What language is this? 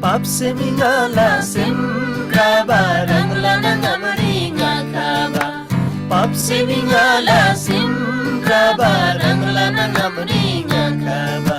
Eastern Tamang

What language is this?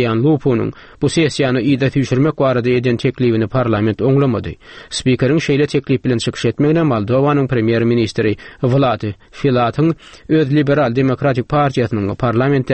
Turkmen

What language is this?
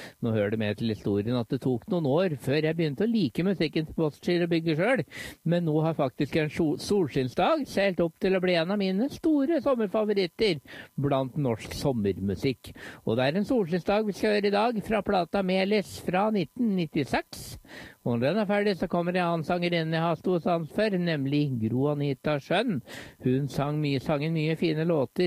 Norwegian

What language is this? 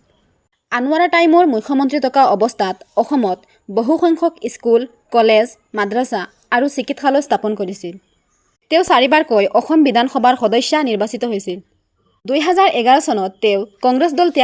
Assamese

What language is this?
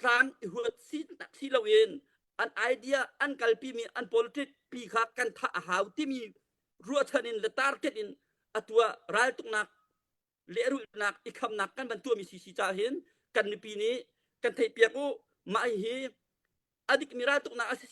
Hakha Chin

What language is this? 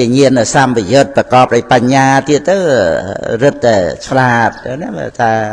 Khmer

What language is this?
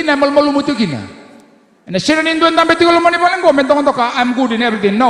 Fijian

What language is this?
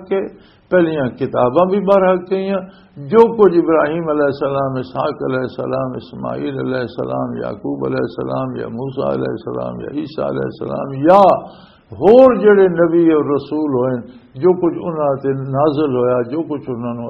Western Panjabi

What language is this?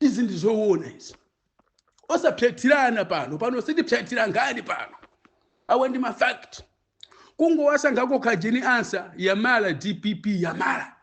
Nyanja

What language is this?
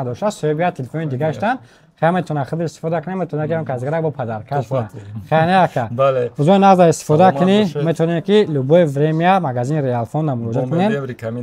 Tajik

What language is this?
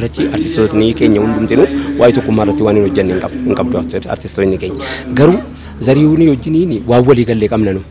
Oromo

